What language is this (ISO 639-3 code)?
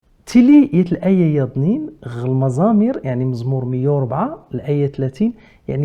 kab